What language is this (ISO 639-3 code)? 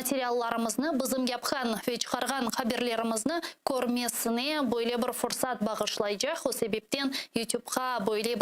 crh